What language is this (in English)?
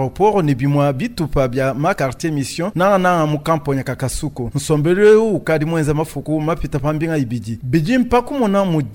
Luba-Lulua